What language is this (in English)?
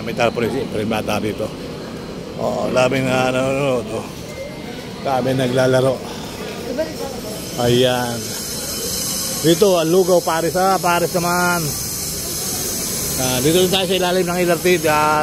Filipino